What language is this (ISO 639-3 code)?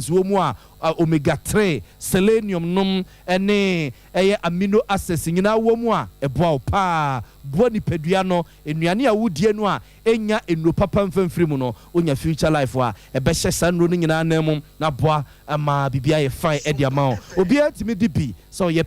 aka